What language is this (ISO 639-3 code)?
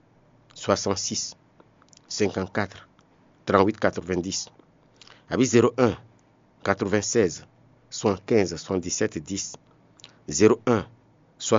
fon